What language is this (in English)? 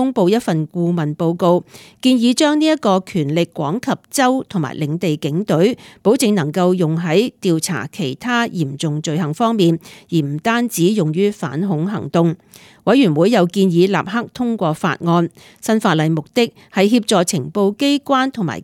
Cantonese